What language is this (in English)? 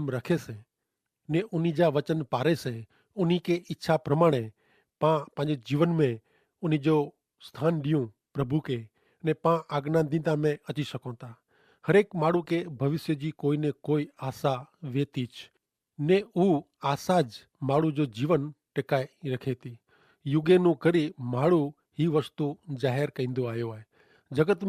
Kachhi